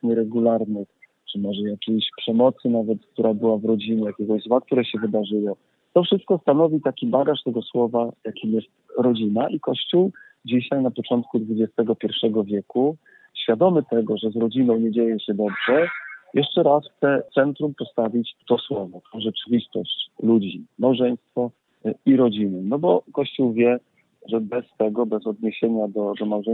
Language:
Polish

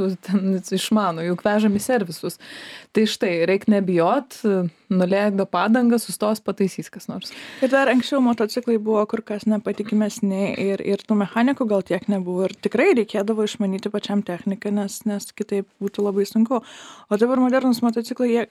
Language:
Lithuanian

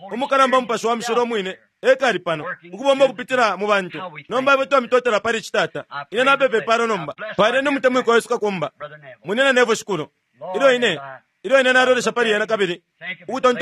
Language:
Bemba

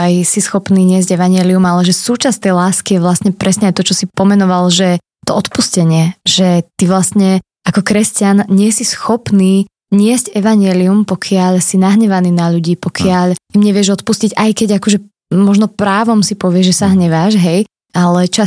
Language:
Slovak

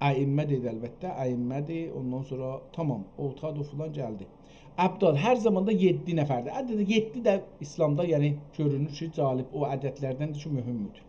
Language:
South Azerbaijani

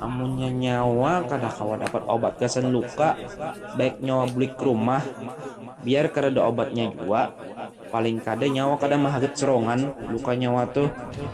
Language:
Banjar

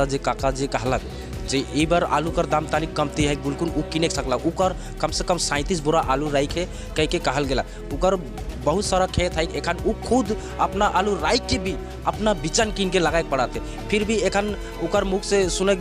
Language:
Sadri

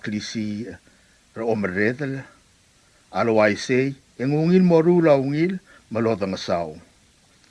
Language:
Palauan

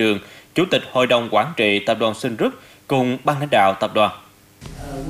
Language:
Vietnamese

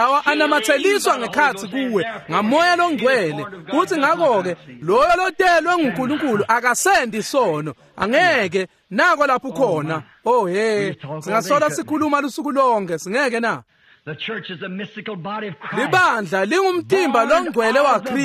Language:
Swati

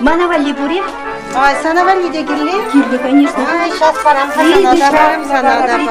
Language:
Chuvash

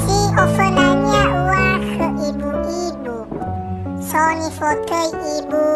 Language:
Nias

